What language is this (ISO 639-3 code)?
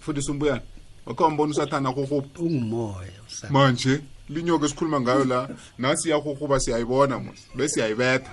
nbl